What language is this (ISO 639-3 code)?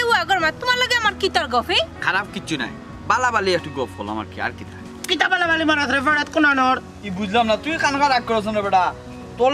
syl